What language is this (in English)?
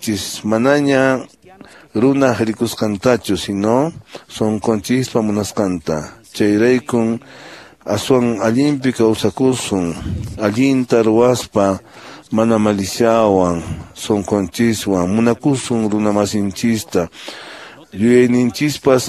Quechua